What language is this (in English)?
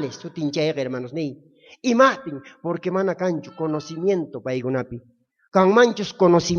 South Bolivian Quechua